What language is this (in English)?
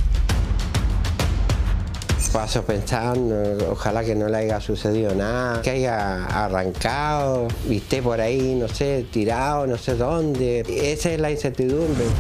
Spanish